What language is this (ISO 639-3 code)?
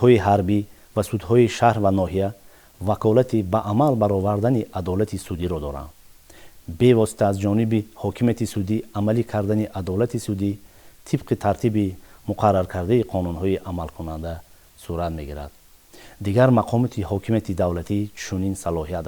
tgk